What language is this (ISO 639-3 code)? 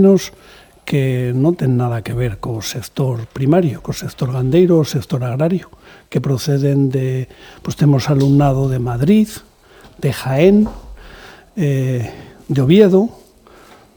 glg